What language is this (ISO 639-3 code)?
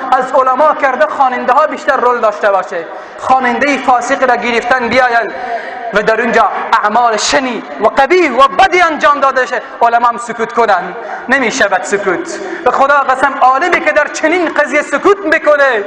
fas